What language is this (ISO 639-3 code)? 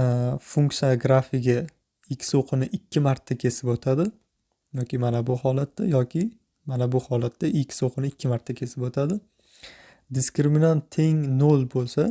uzb